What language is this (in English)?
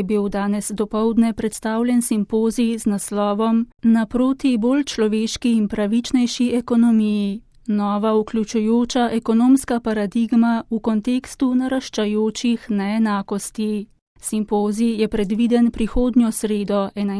Slovenian